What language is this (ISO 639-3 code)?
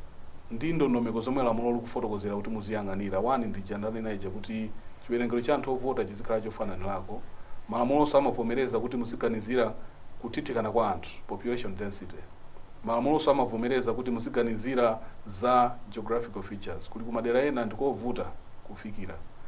nya